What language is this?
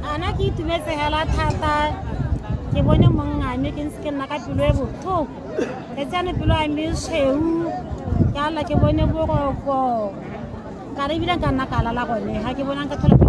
Tswana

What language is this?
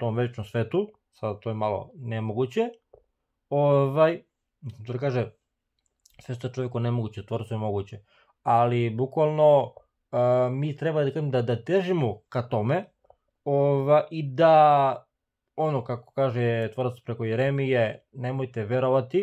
Serbian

